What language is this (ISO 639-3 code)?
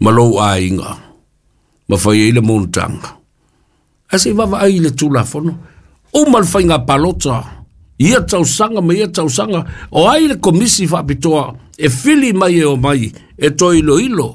smo